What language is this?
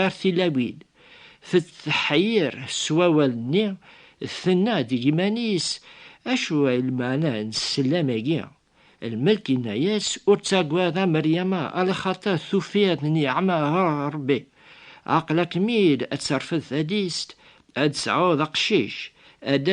Kabyle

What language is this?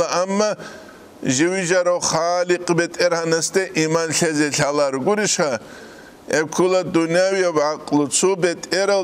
Avaric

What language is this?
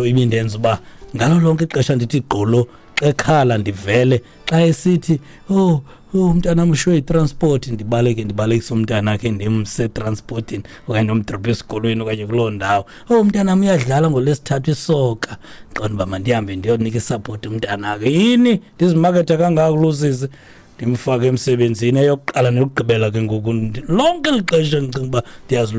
Xhosa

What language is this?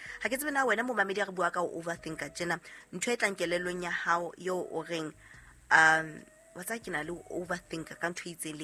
Southern Sotho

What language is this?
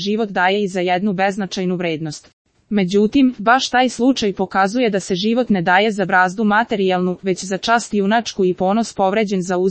Serbian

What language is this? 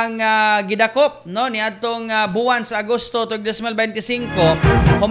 Cebuano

